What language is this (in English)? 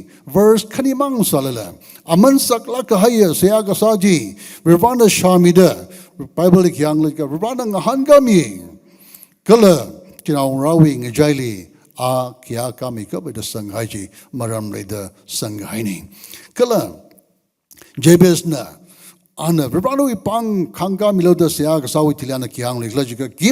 Tangkhul Naga (India)